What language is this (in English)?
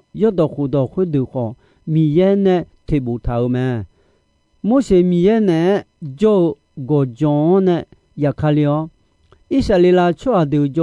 Akha